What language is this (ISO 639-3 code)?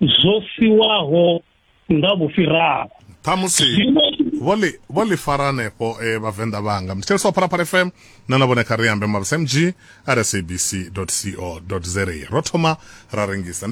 ven